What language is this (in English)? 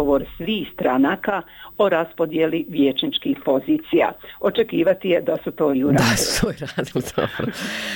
Bosnian